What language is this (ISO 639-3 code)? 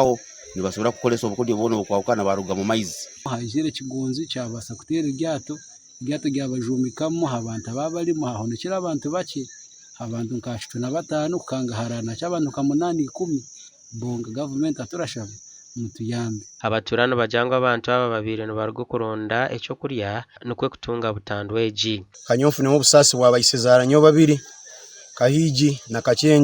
nyn